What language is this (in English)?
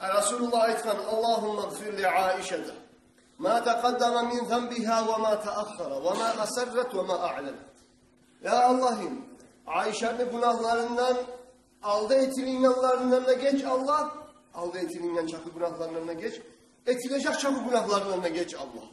Kumyk